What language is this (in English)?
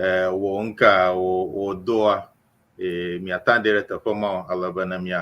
Ewe